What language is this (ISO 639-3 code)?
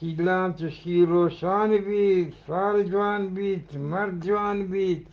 bgp